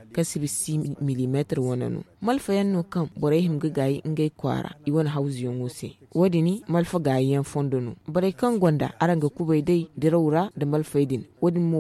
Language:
Zarma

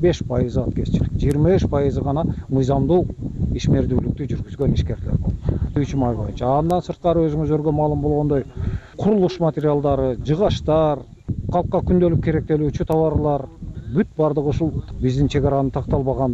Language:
Kyrgyz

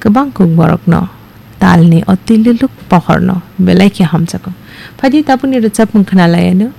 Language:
Kok Borok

